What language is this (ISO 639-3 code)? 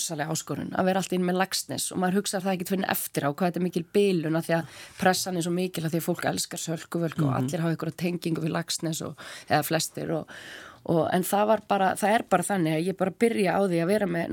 isl